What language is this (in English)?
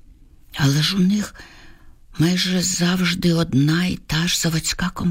Ukrainian